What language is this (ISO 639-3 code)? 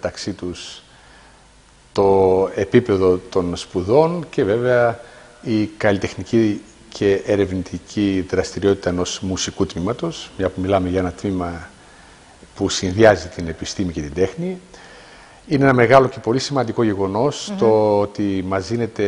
ell